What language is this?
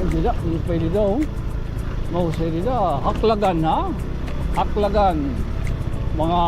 Waray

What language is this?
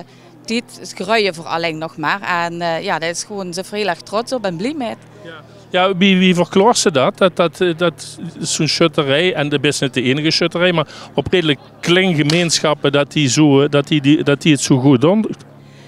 Limburgish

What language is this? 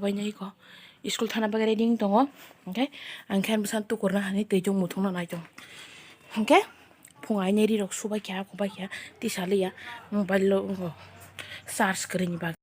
Kok Borok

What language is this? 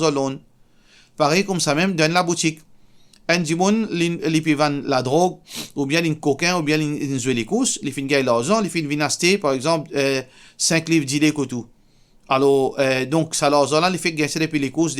Morisyen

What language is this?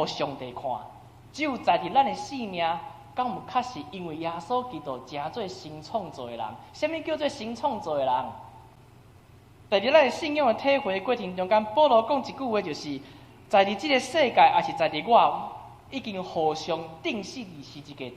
Min Nan Chinese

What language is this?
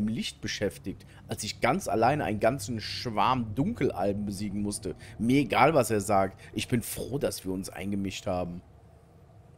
German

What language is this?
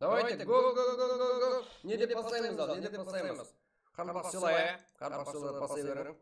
Kara-Kalpak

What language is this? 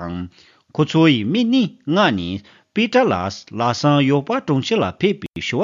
Tibetan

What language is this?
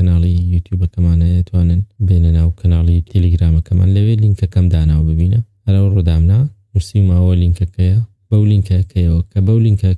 Central Kurdish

